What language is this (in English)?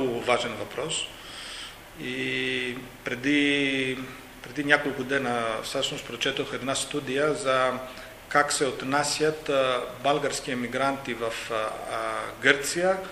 Macedonian